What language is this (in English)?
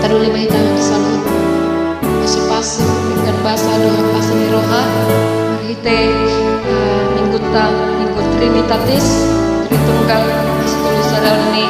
Batak Toba